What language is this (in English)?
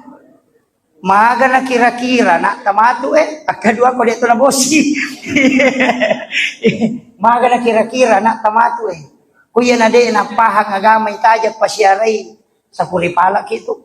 Buginese